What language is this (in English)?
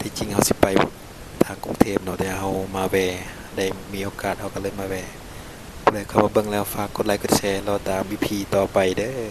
Lao